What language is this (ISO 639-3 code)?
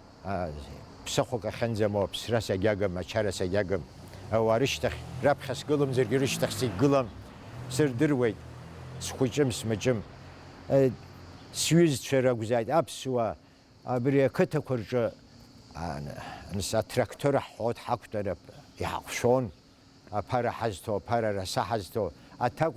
abk